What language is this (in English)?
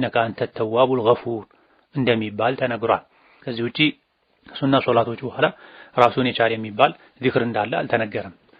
Amharic